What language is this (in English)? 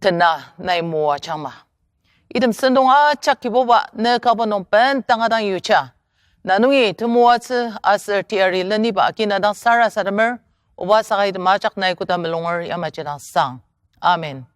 Ao Naga